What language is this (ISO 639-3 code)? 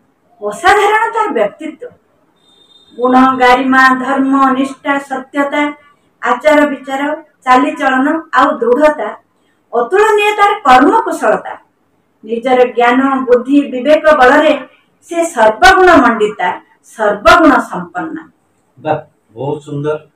ori